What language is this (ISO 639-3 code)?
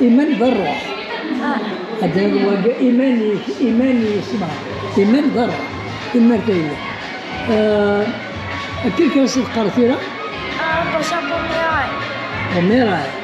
kab